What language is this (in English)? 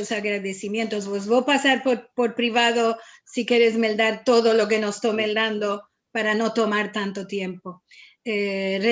Ladino